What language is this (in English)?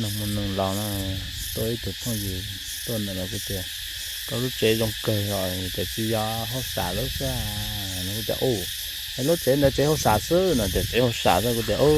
Hmong